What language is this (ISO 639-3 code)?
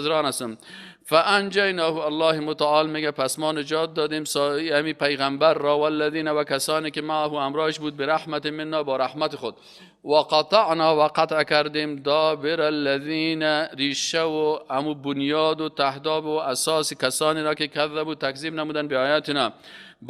fas